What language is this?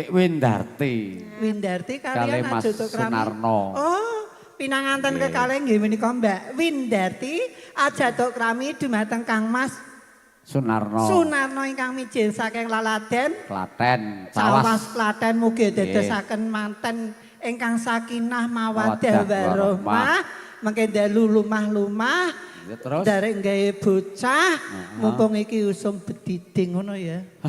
Javanese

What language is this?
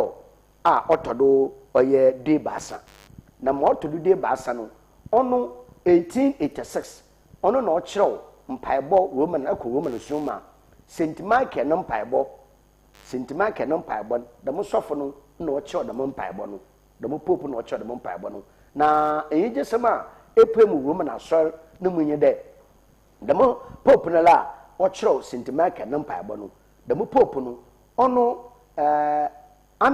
Akan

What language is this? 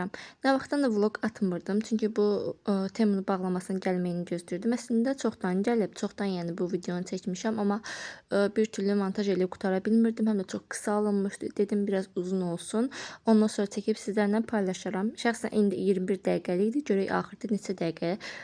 Azerbaijani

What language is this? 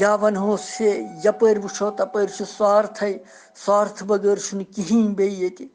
Kashmiri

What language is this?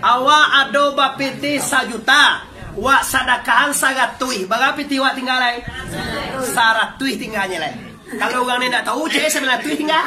Minangkabau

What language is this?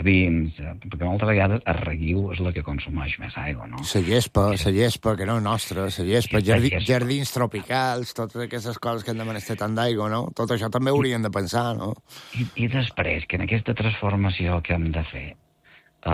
Catalan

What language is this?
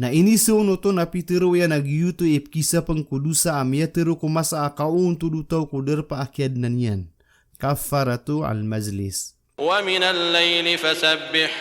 Maranao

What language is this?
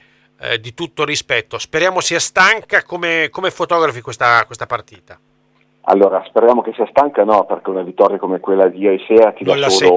Italian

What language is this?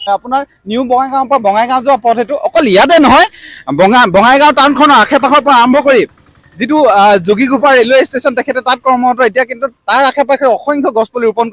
Assamese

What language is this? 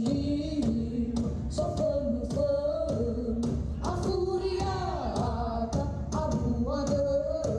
Nias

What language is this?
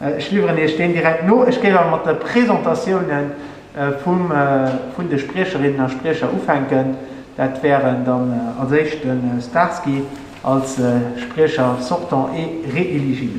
Luxembourgish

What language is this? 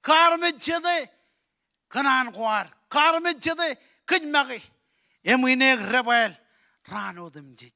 Marshallese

